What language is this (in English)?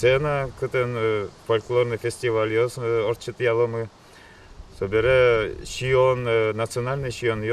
Udmurt